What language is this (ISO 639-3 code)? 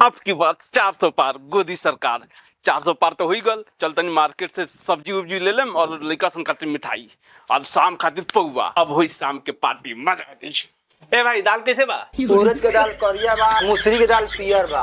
bho